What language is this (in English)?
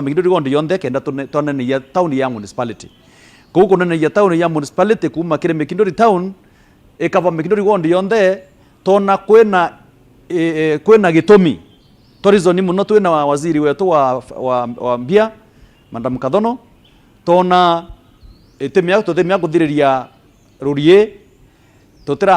Meru